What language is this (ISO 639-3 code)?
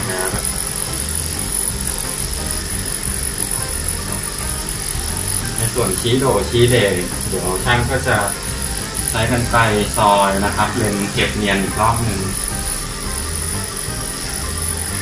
tha